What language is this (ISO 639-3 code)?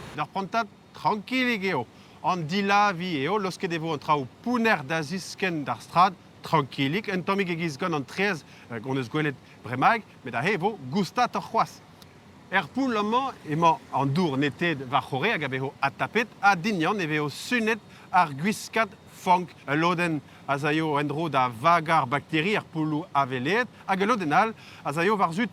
bre